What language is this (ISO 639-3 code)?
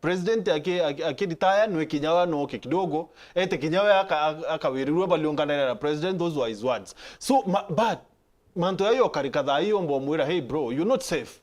mer